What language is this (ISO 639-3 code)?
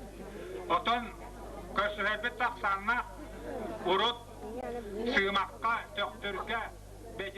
sah